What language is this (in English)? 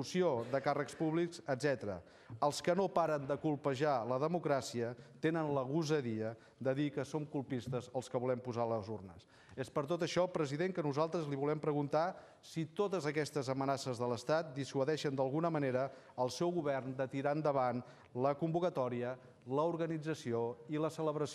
Catalan